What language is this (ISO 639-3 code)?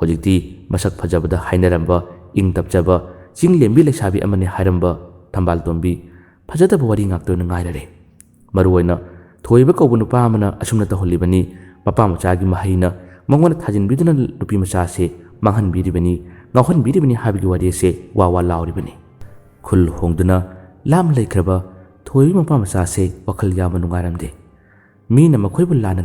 mni